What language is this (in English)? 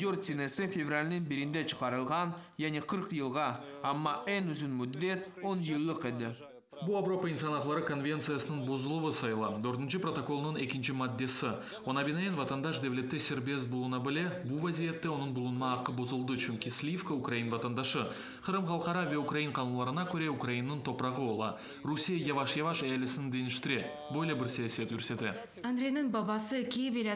Crimean Tatar